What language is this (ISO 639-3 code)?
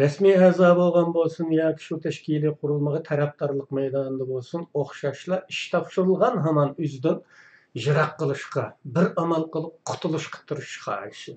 uig